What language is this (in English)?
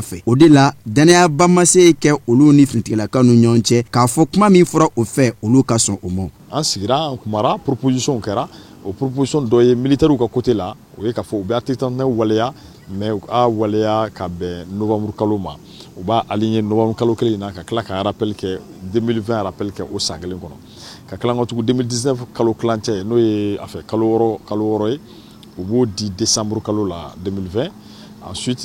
Bambara